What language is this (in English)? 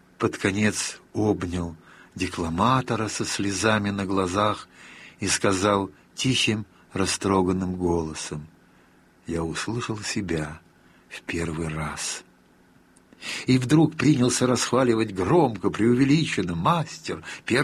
Russian